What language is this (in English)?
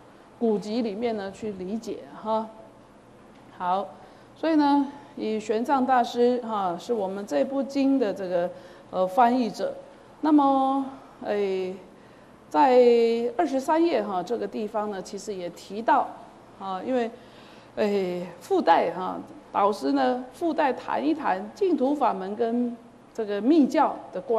Chinese